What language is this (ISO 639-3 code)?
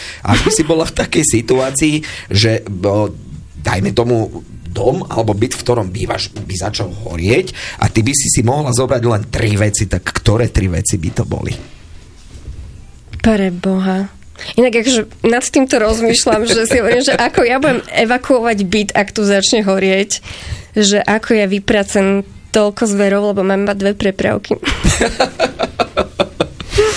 slk